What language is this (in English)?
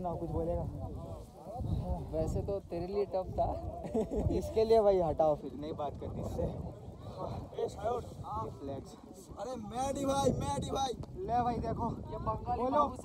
Hindi